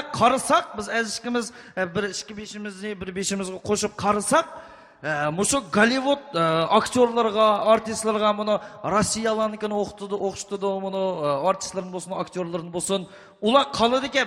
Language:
Uyghur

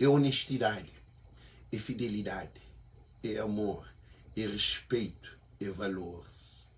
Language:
Kabuverdianu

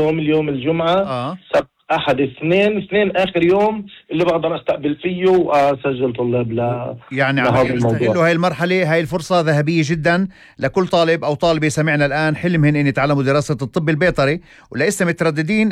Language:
North Levantine Arabic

